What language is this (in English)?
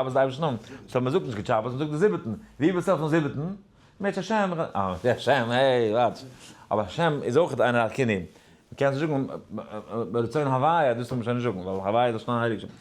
Yiddish